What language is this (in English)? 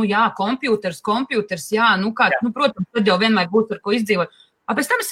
Latvian